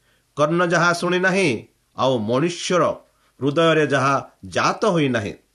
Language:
Odia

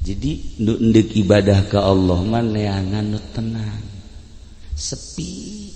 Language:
Sundanese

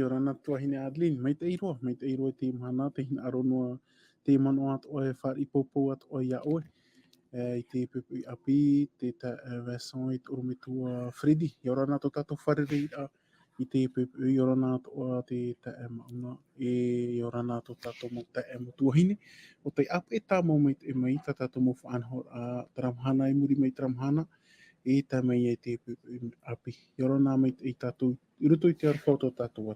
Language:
Tahitian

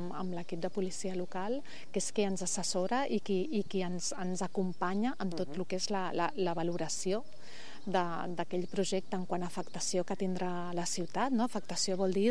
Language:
Catalan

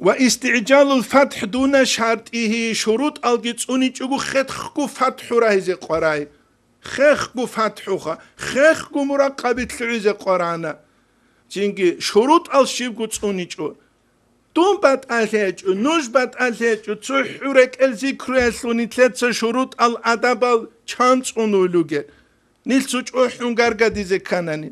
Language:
Avaric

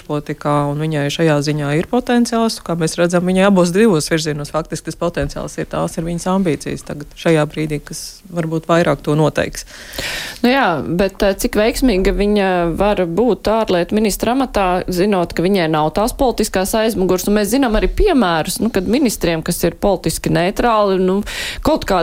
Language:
Latvian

